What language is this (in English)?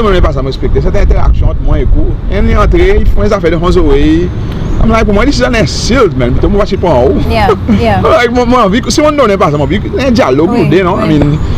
Seselwa Creole French